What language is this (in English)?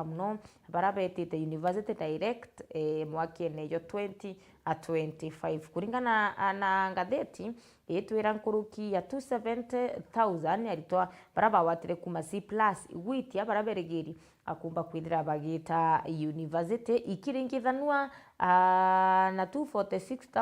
Meru